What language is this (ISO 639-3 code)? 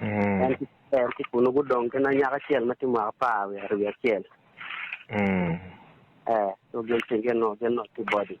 ach